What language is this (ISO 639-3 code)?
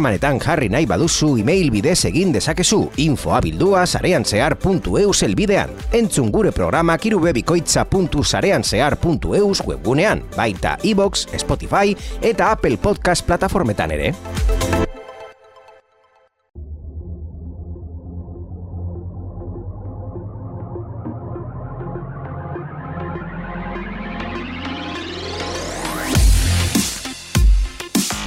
eus